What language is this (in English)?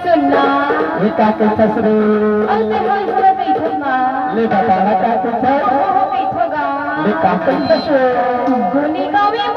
Chhattisgarhi